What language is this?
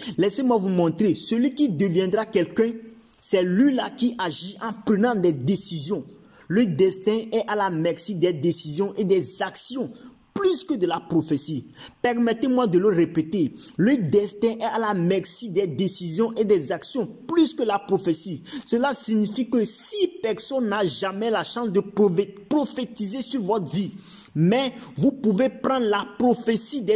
French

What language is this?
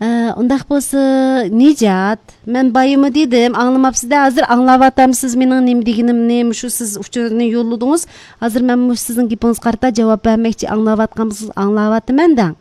Uyghur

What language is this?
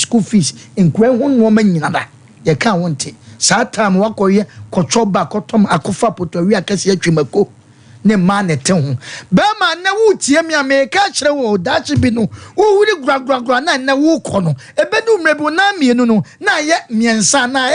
Akan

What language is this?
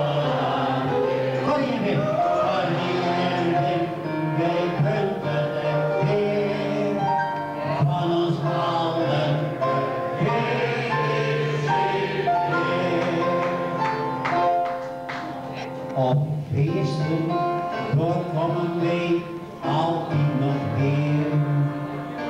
Dutch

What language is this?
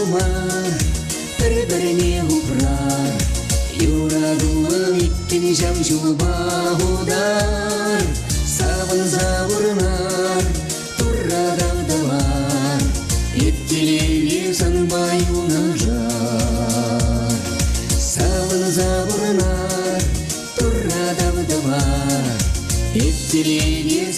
Chuvash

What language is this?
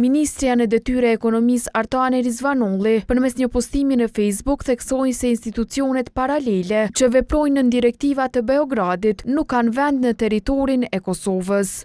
Albanian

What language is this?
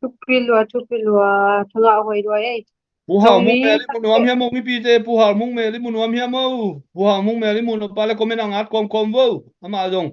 Tedim Chin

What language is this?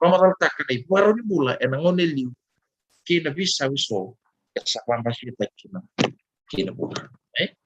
Fijian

